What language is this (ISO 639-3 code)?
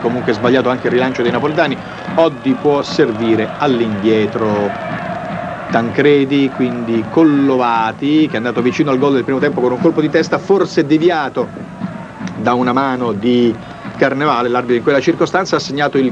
ita